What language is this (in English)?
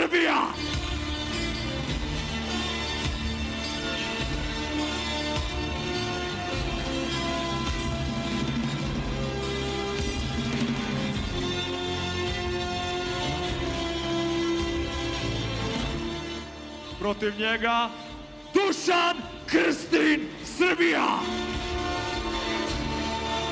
Serbian